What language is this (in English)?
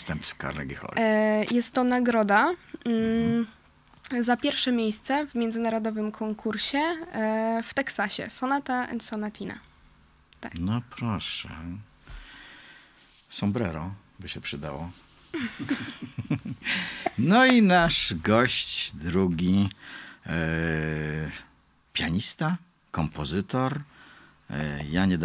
Polish